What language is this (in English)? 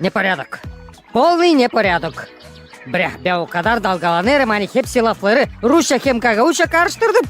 Gagauz